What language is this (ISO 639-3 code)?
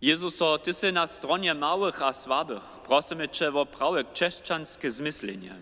hsb